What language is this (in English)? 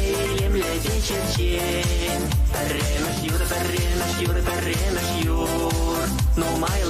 Chuvash